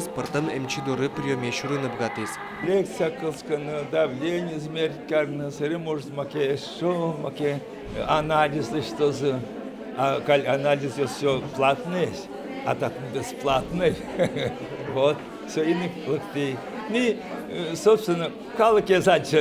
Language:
Udmurt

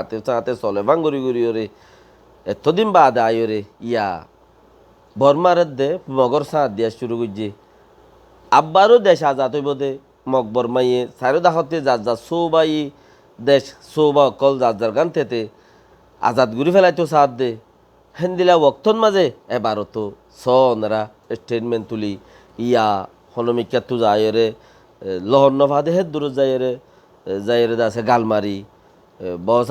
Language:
Rohingya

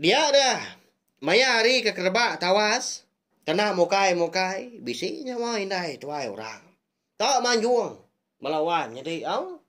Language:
Iban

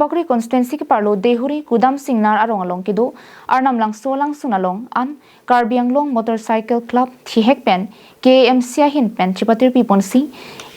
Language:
Karbi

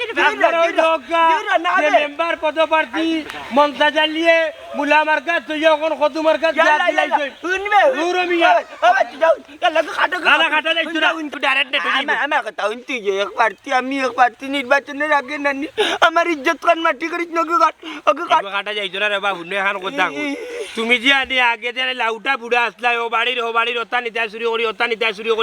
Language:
Sylheti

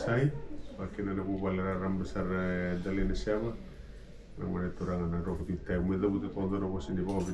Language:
Fijian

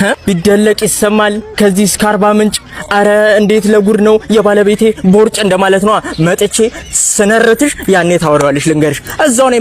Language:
Amharic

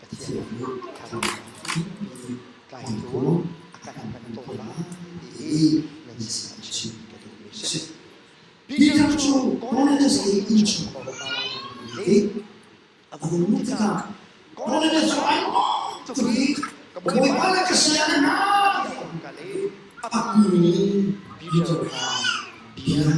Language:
Hakha Chin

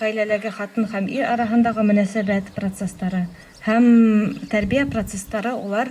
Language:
Bashkir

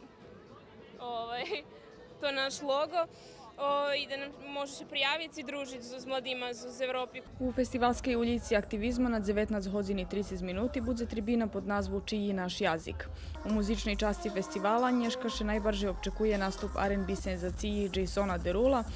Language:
Rusyn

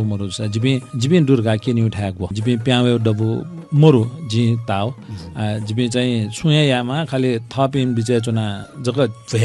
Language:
Newari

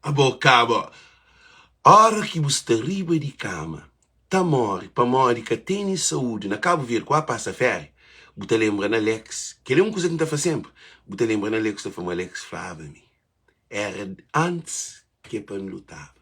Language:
Kabuverdianu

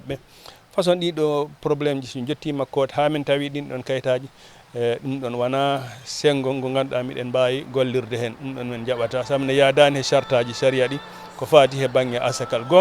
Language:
Fula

